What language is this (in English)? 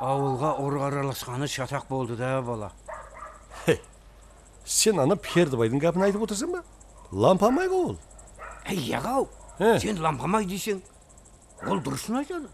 Kara-Kalpak